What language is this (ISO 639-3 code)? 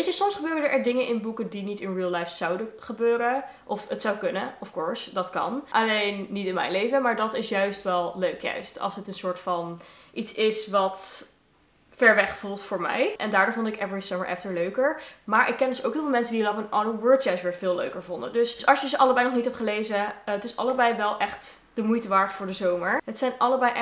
nld